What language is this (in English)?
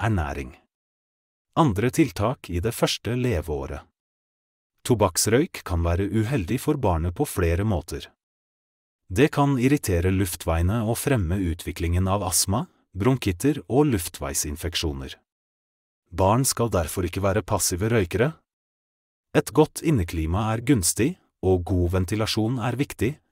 Norwegian